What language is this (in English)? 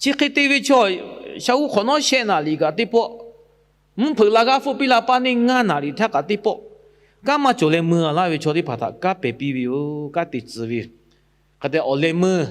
Lahu